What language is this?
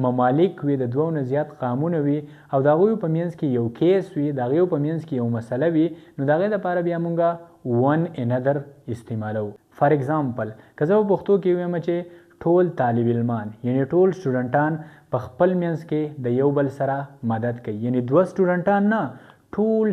Pashto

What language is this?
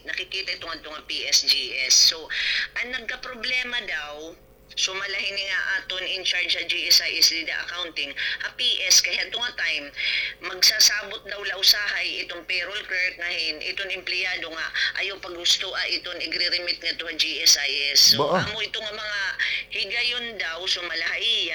Waray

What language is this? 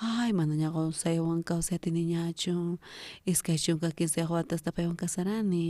South Bolivian Quechua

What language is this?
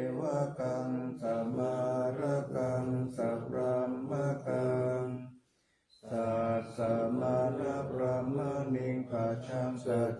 Pali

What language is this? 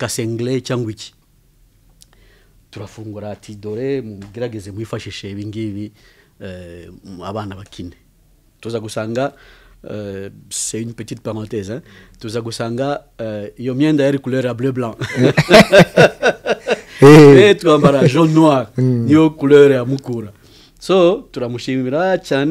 Kinyarwanda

